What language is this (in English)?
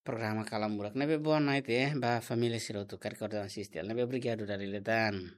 Tetum